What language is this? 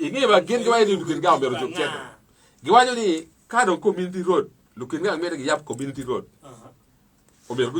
Acoli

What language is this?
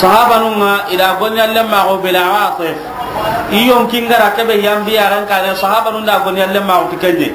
Soninke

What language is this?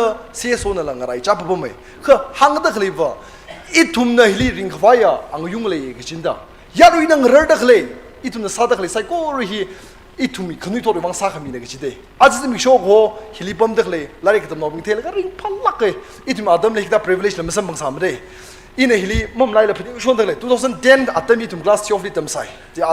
Tangkhul Naga (India)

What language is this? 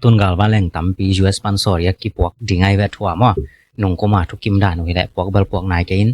Tedim Chin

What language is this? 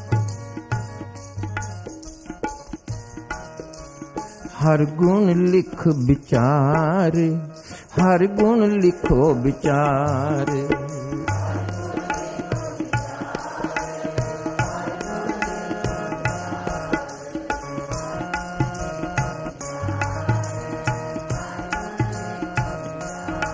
Punjabi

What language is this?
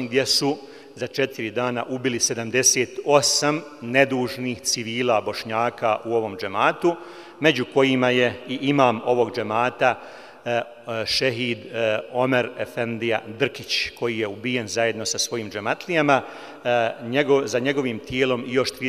Bosnian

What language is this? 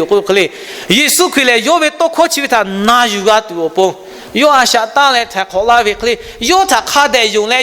Lahu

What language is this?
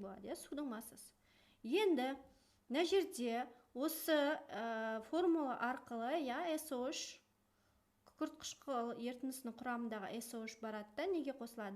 Kazakh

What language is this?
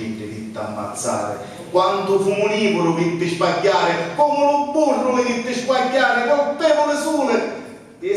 Sicilian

